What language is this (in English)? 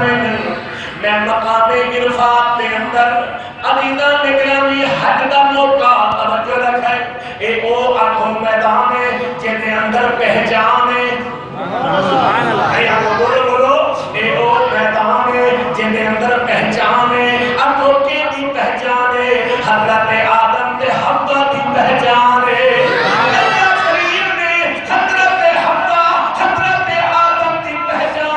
Saraiki